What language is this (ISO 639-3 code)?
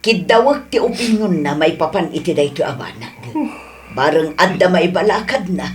ilo